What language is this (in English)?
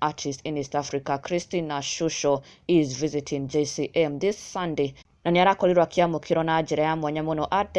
Kikuyu